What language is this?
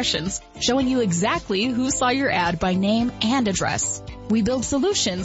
English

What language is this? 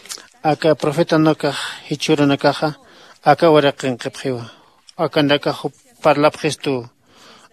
Aymara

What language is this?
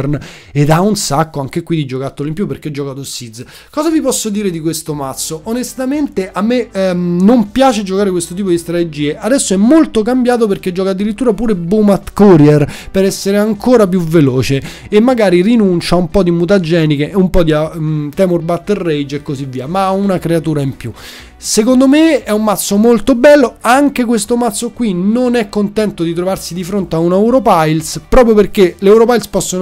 Italian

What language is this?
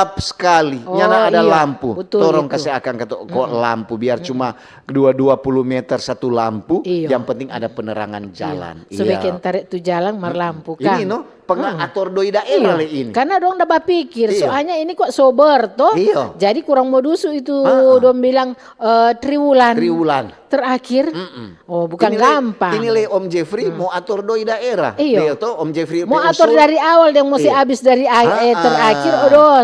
Manado Malay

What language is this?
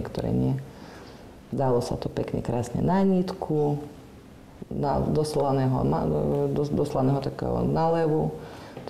Slovak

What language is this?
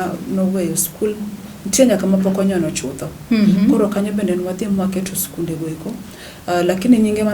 Luo (Kenya and Tanzania)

